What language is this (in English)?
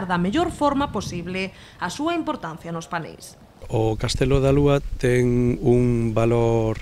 Galician